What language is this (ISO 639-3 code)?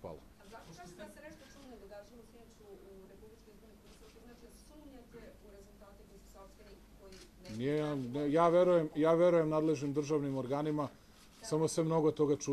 srp